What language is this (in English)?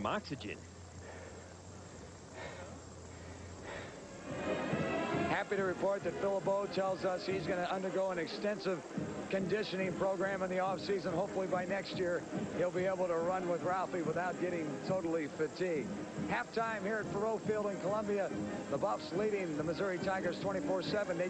English